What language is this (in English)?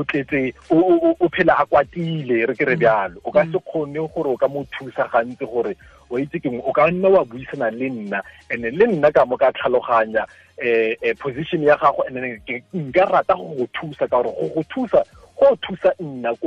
Tswana